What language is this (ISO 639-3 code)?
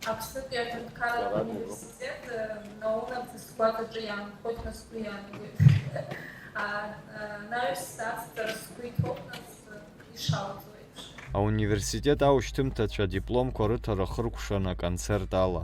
abk